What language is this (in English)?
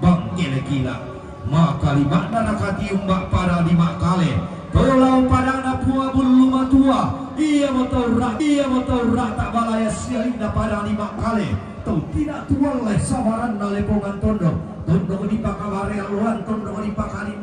Toraja-Sa'dan